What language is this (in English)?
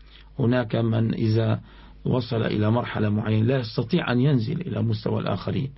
Arabic